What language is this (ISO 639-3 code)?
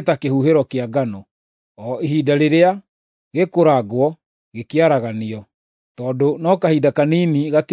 kik